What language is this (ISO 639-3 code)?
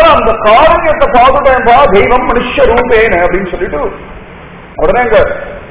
tam